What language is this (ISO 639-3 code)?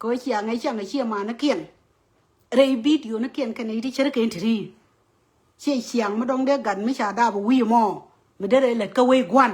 nus